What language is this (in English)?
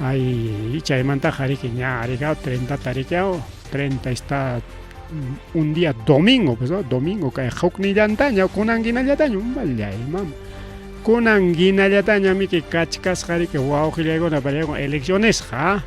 Ayacucho Quechua